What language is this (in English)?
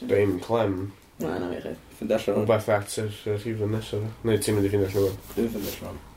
Welsh